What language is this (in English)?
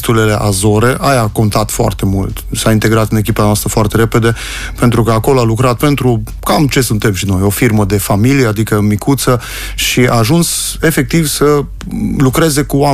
Romanian